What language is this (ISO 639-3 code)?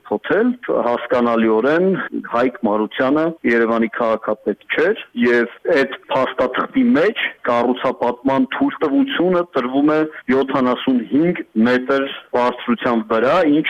hye